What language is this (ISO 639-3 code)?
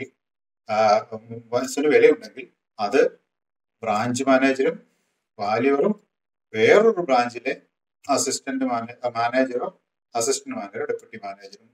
mal